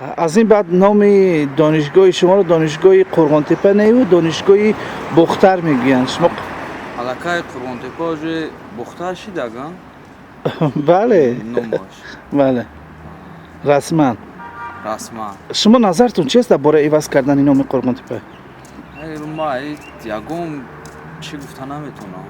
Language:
Tajik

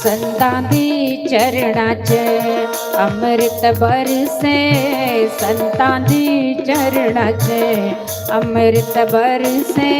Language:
Dogri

